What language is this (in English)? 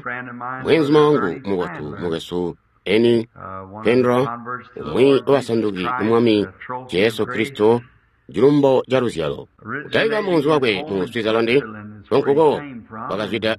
Tonga (Zambia)